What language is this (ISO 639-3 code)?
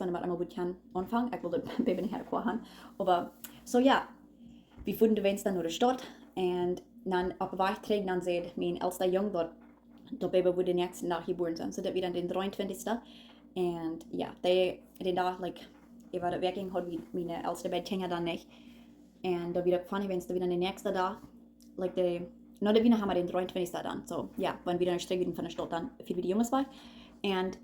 pdt